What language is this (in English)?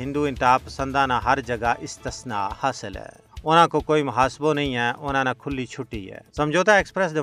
Gujari